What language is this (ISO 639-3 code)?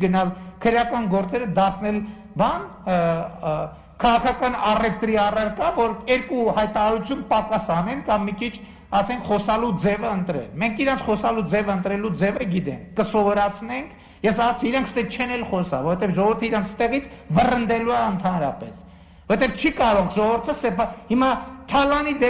hye